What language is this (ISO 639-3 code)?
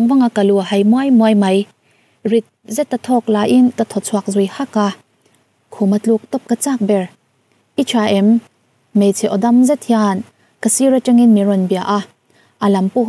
lus